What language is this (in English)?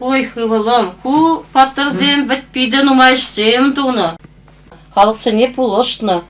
Chuvash